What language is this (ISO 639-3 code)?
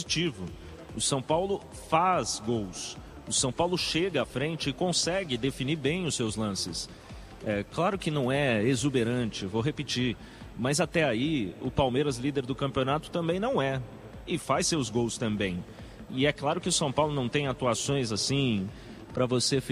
por